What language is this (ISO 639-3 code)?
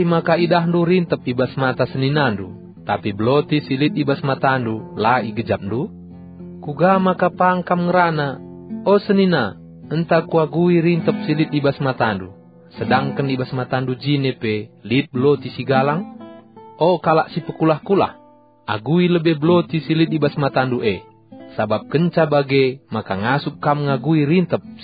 btx